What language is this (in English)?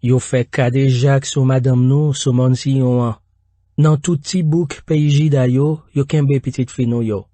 Haitian Creole